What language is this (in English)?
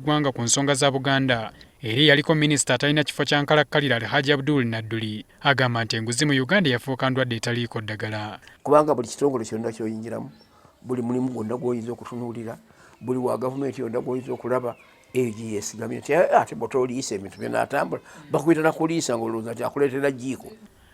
Ganda